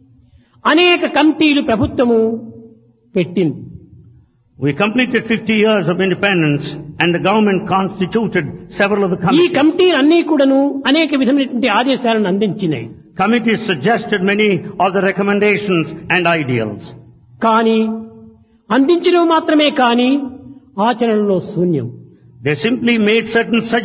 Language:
Telugu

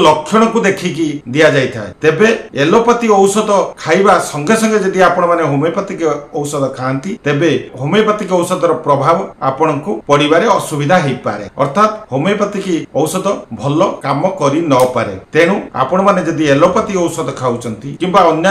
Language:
Odia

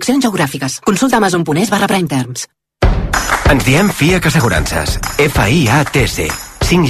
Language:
Catalan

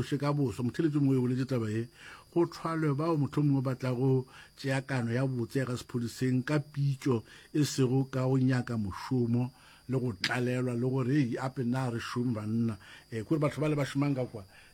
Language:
Northern Sotho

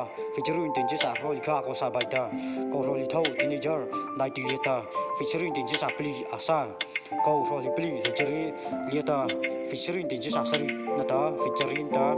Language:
Mara Chin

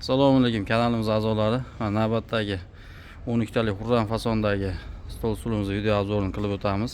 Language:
Uzbek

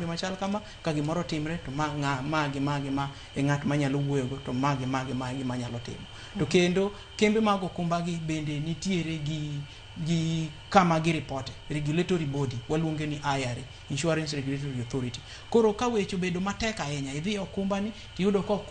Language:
Luo (Kenya and Tanzania)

